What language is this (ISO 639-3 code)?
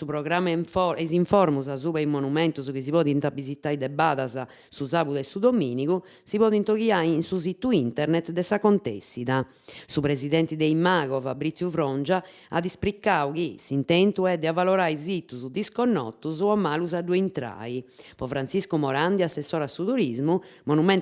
srd